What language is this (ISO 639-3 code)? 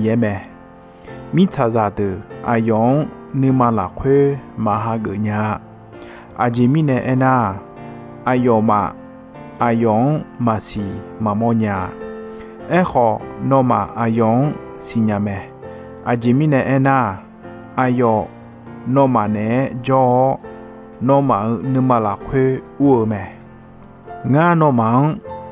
ahk